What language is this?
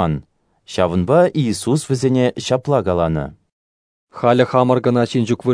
Chuvash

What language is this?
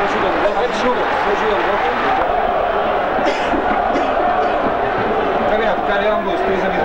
Greek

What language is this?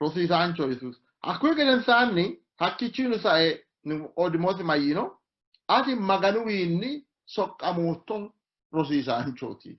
Sidamo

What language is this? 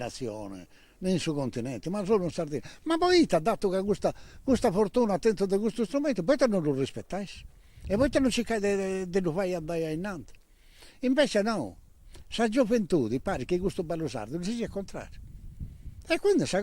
Sardinian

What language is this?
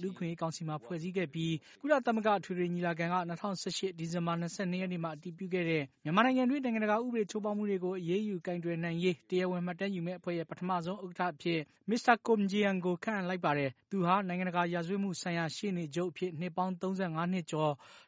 Burmese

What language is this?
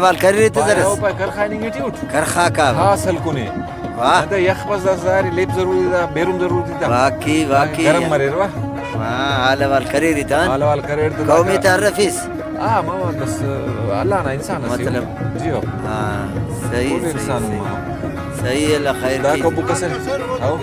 Brahui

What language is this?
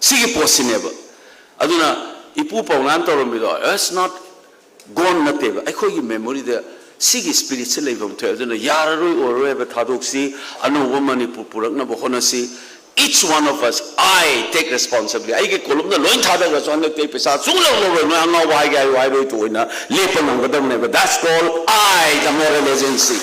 Manipuri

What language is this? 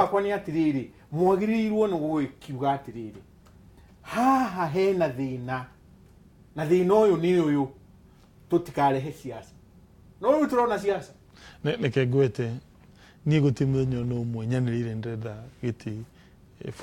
Kikuyu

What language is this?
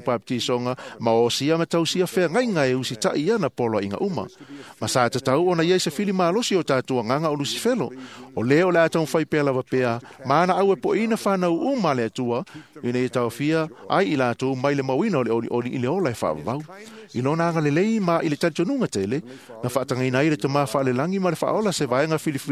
Samoan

